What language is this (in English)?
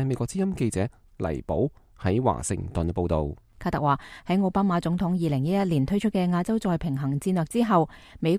Cantonese